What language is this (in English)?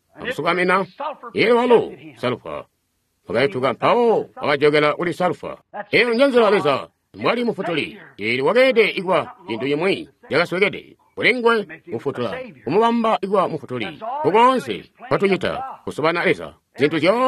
Tonga (Zambia)